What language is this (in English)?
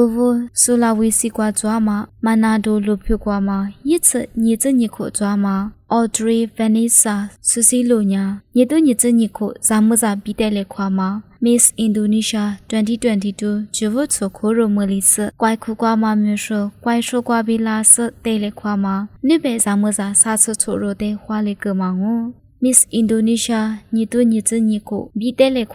Lisu